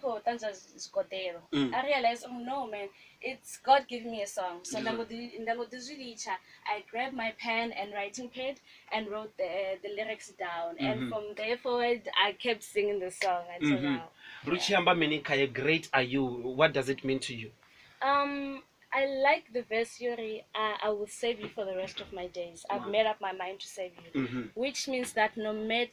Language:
Venda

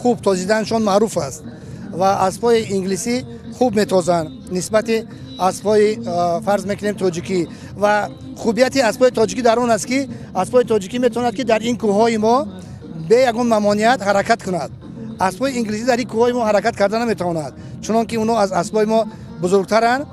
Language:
Tajik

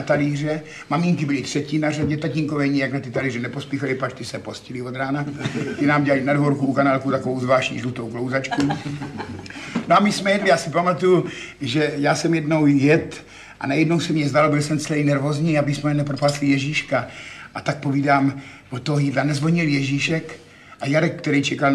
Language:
Czech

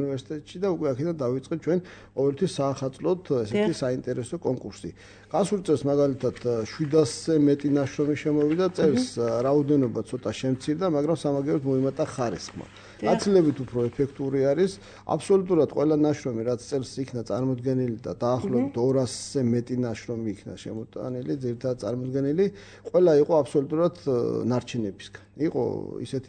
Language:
Georgian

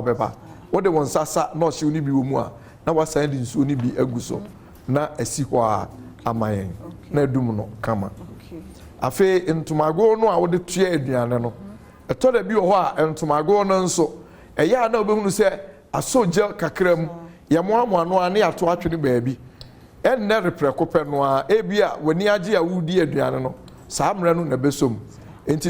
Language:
Akan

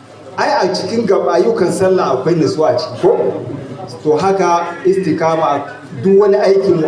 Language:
Hausa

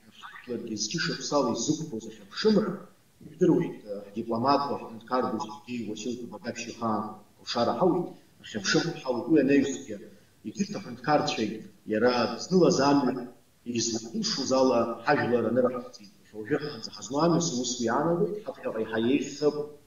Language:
Abkhazian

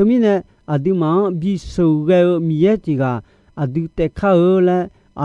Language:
Akha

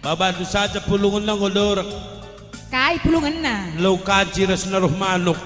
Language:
Batak Karo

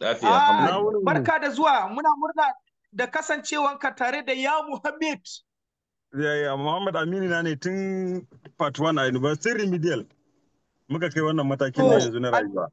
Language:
Hausa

